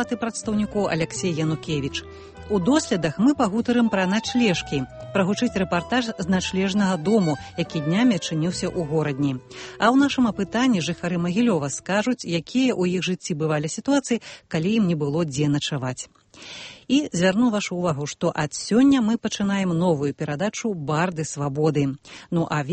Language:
Belarusian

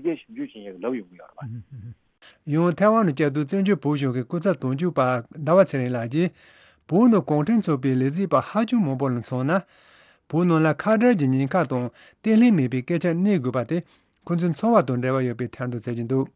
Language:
Tibetan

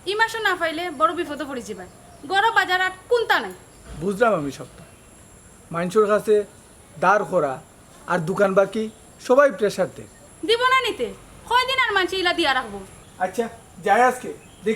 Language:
Sylheti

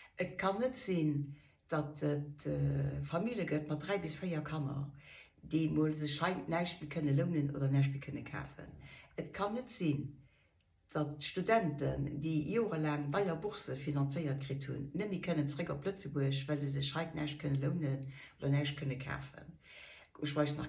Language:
Luxembourgish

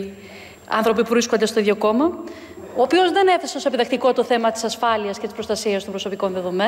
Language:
Greek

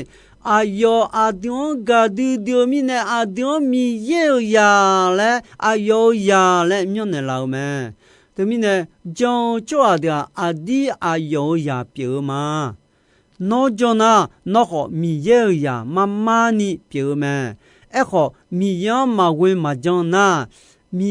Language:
Akha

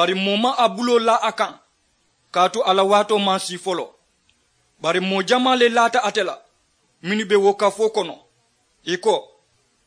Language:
Mandingo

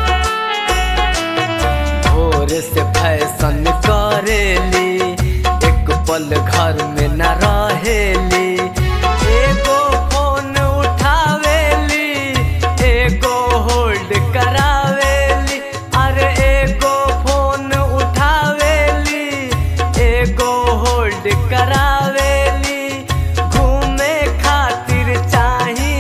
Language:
Bhojpuri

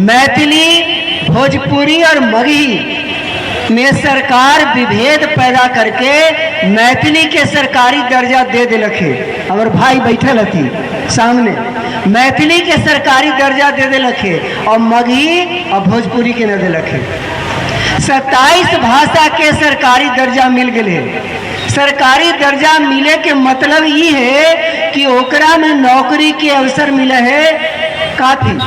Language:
Magahi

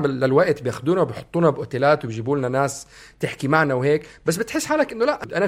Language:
North Levantine Arabic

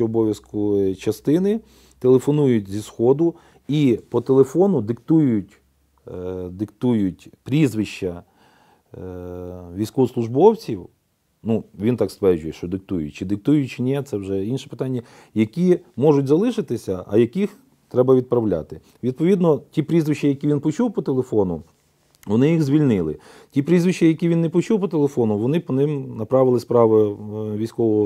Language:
Ukrainian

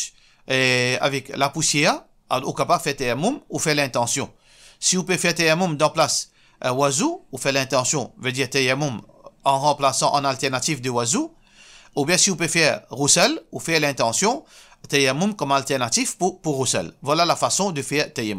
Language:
Morisyen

